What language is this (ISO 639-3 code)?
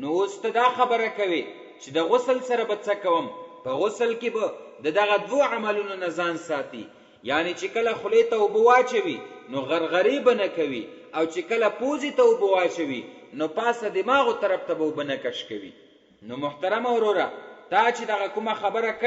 pus